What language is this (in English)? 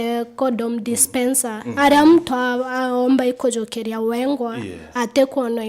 Meru